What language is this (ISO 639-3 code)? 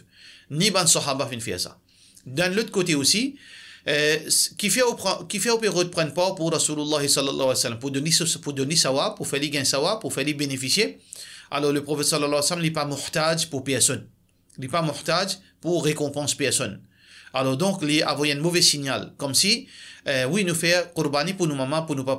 mfe